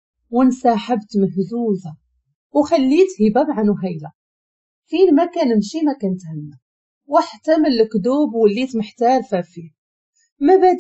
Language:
Moroccan Arabic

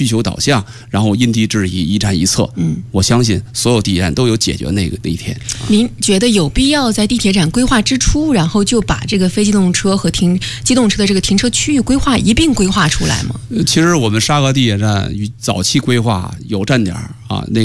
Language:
Chinese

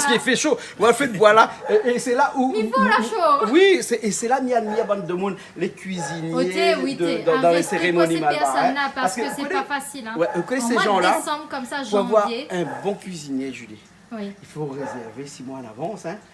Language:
Réunion Creole French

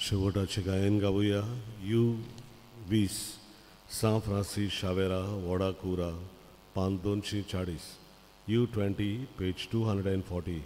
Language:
Konkani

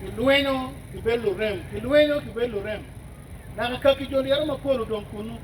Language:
Acoli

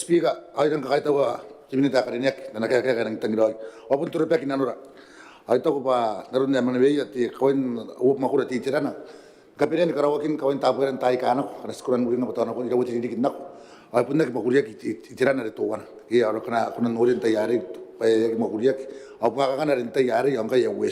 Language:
Gilbertese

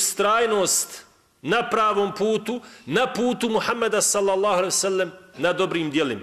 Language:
Bosnian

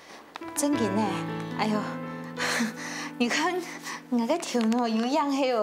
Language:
Hakka Chinese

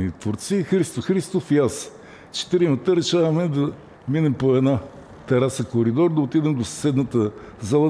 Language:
Bulgarian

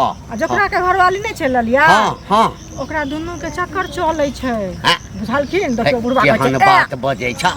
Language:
Maithili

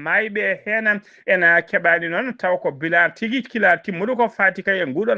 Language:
Fula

